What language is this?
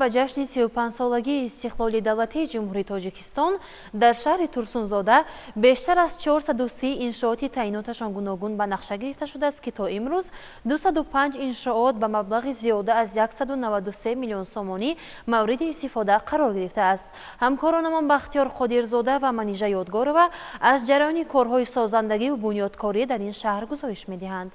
Tajik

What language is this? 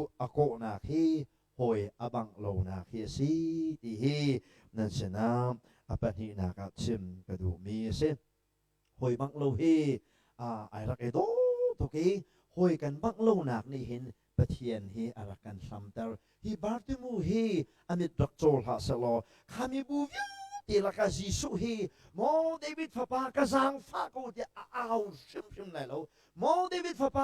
Hakha Chin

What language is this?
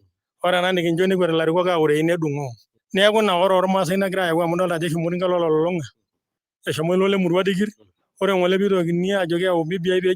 Masai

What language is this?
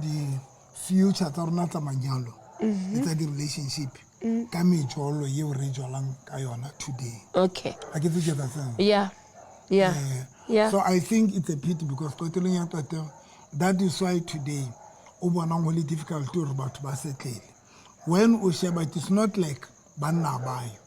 Southern Sotho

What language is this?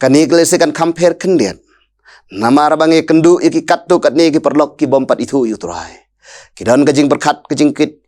Khasi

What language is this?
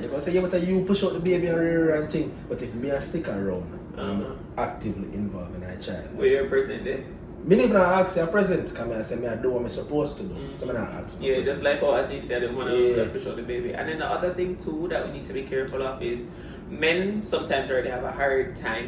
Jamaican Creole English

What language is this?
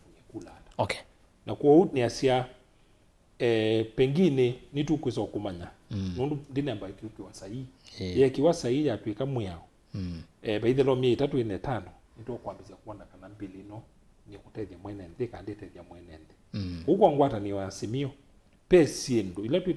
Kamba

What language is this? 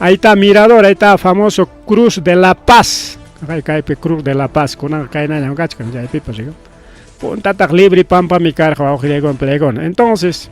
Ayacucho Quechua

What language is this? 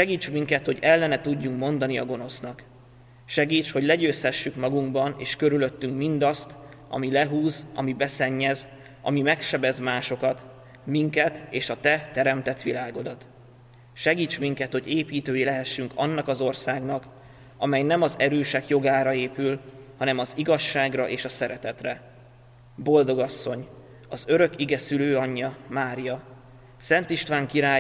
Hungarian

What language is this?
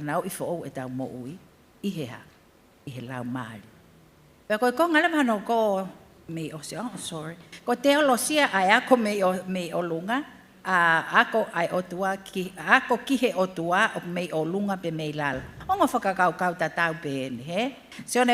Tongan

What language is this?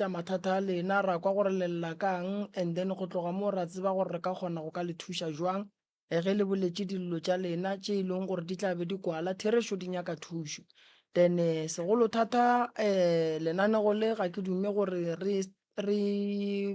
Northern Sotho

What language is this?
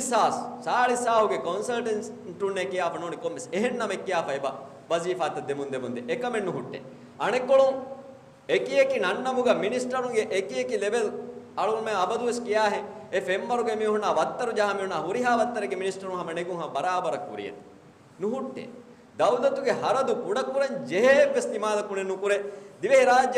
Divehi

